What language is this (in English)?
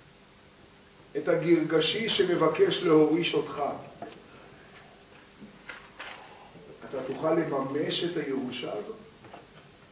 Hebrew